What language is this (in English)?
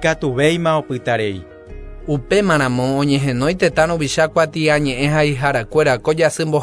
Guarani